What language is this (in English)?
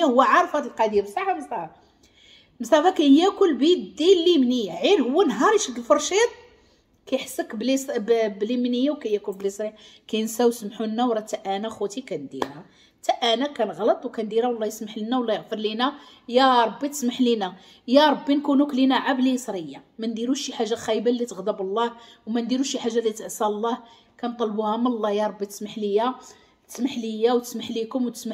Moroccan Arabic